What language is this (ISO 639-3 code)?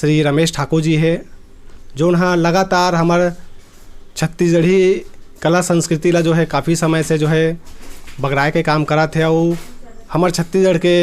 hne